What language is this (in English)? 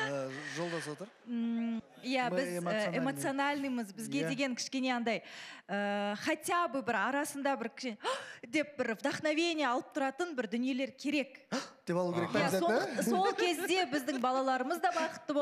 Kazakh